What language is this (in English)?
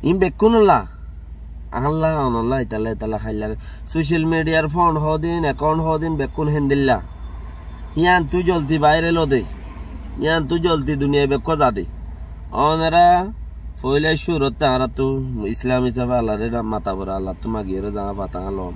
Rohingya